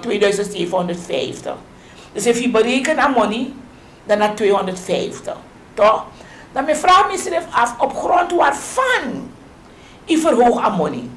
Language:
Sranan Tongo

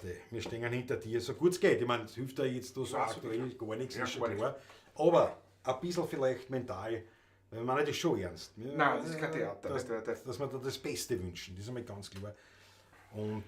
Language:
Bavarian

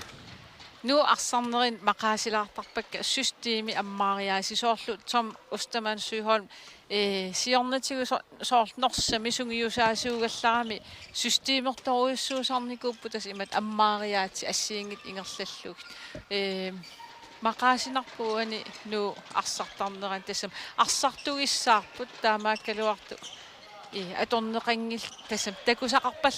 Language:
Kalaallisut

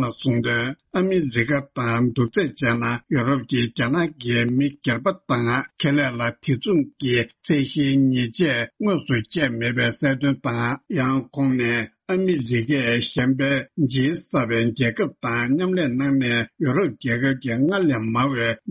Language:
Tibetan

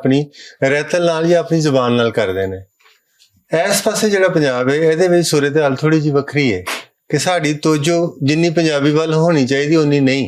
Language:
Western Panjabi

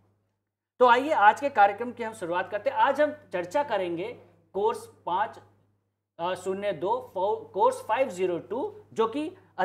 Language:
Hindi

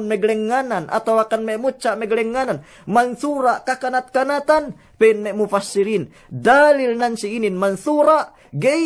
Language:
Yakan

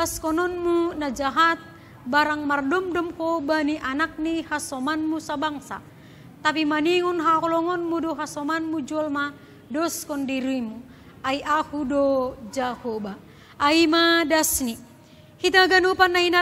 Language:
Batak Simalungun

